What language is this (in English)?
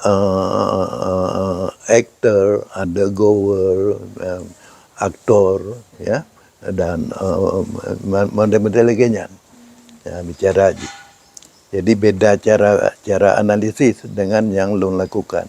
Achinese